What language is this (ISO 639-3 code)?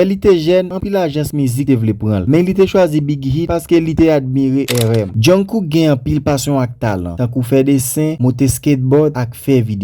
hat